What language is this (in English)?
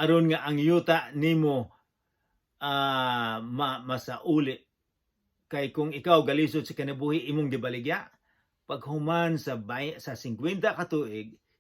Cebuano